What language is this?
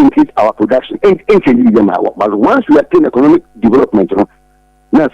Akan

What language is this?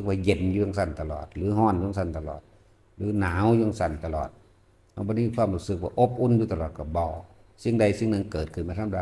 Northeastern Thai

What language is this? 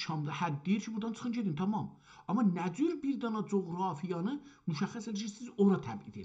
South Azerbaijani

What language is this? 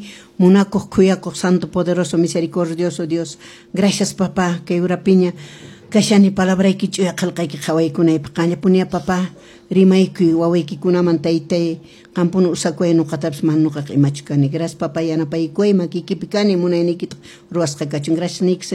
Quechua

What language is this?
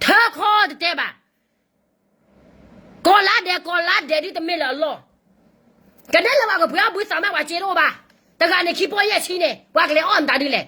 S'gaw Karen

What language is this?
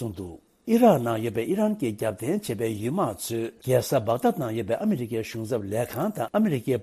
Tibetan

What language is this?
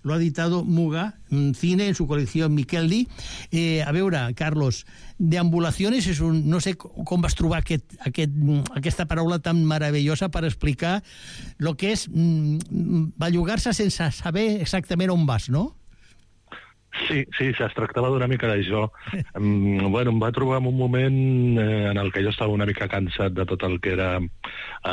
Catalan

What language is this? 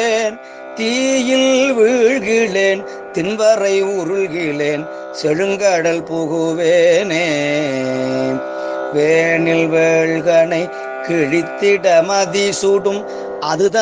Tamil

